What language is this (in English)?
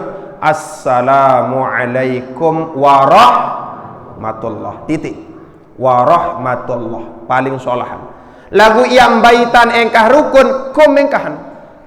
Sasak